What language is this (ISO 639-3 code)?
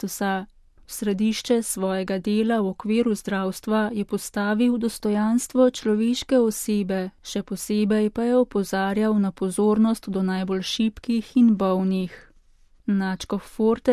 slv